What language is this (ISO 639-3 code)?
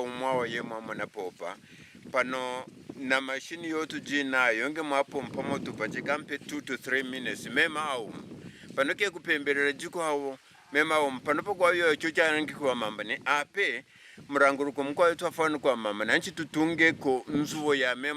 kqn